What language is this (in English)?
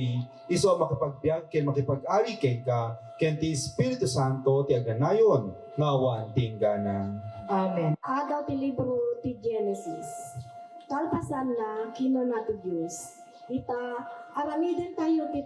Iloko